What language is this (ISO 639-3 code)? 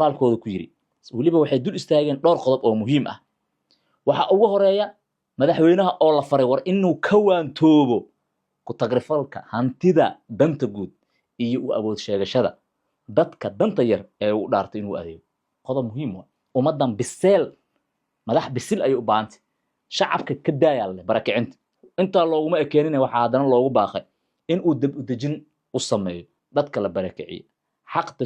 som